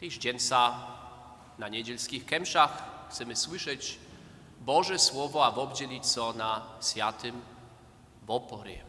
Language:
Upper Sorbian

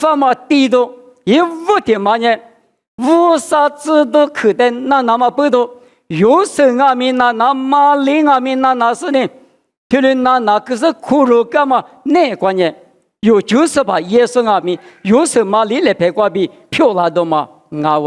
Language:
Lisu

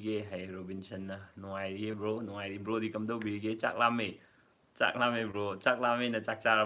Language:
Manipuri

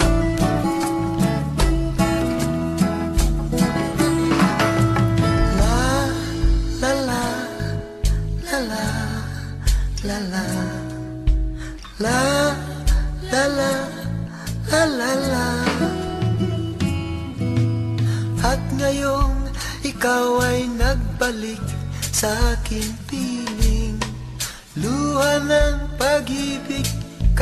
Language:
Filipino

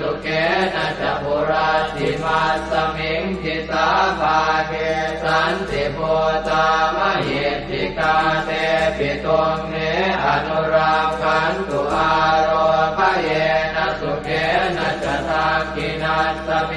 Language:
Pali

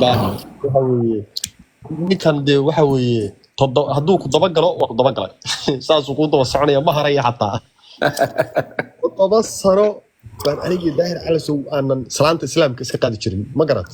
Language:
Somali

